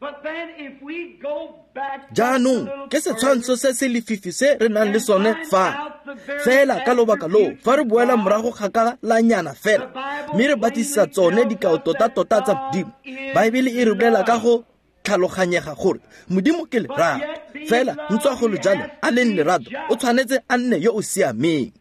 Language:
Tswana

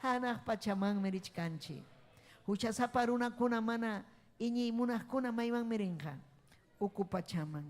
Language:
Ayacucho Quechua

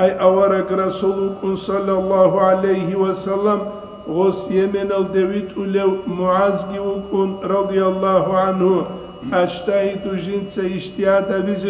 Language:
Avaric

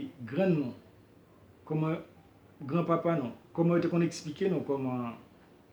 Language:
Haitian Creole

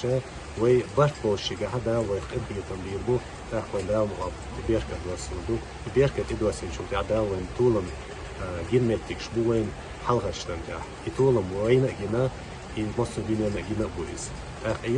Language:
Chechen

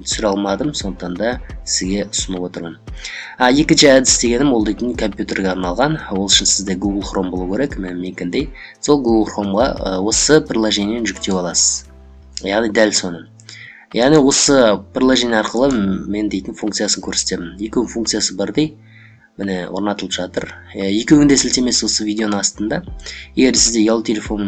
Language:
Kazakh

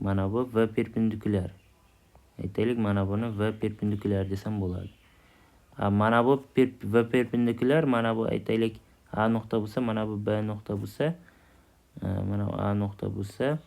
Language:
Uzbek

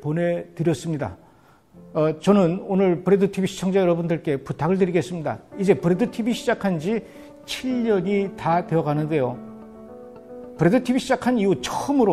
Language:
Korean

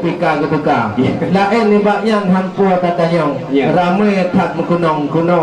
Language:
Achinese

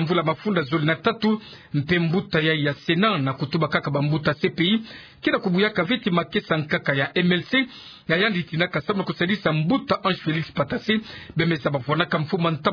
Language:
Kituba (Democratic Republic of Congo)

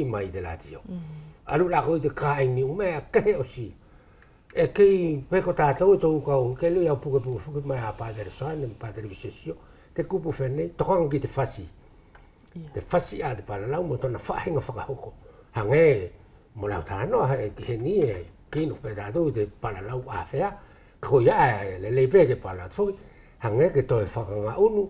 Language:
Wallisian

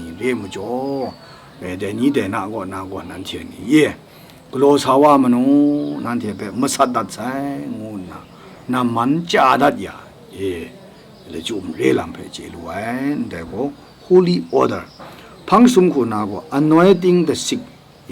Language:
Kachin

